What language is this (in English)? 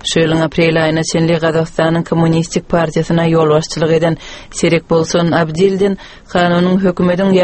Turkmen